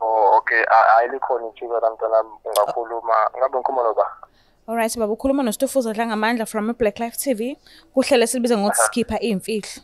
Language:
Zulu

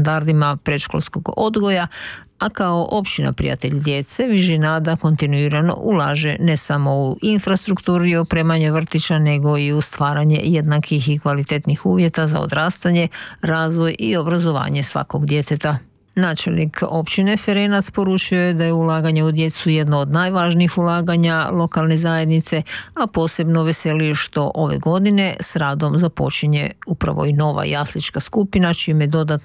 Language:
Croatian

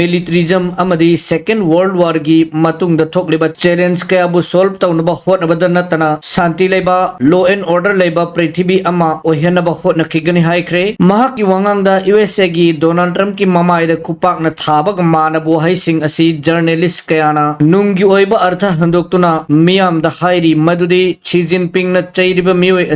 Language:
Manipuri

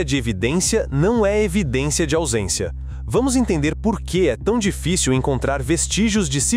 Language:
Portuguese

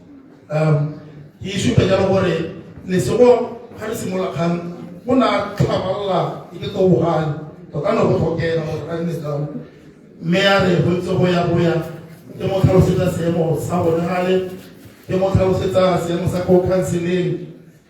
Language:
Tswana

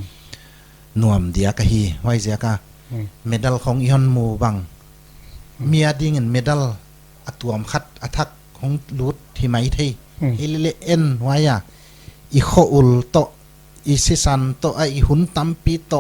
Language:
Paite Chin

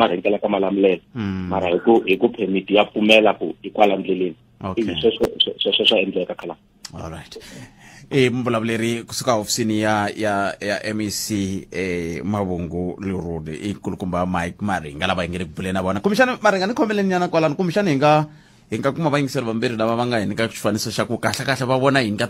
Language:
Tsonga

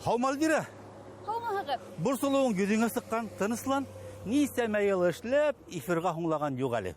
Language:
Bashkir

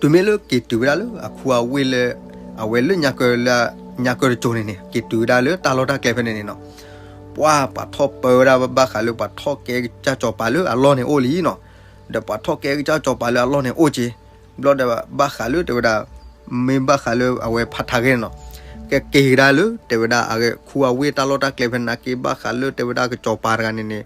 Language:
S'gaw Karen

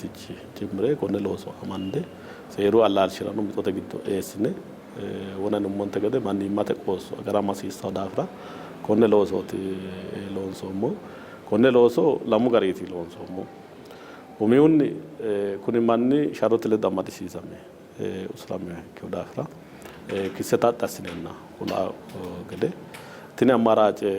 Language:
Sidamo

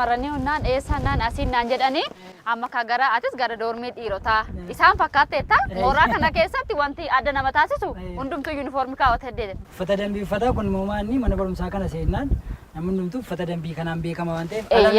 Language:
Oromo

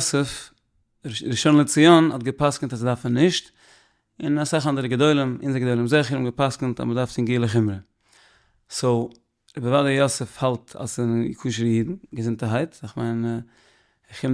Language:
Yiddish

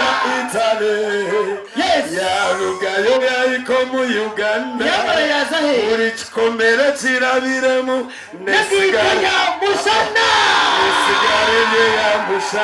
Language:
Nyankole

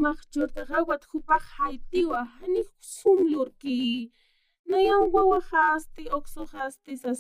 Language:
Aymara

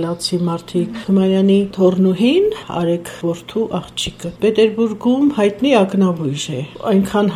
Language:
Armenian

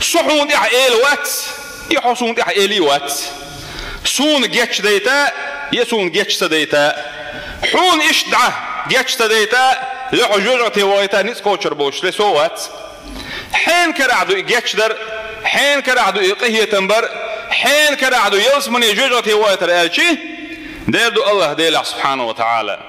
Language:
Chechen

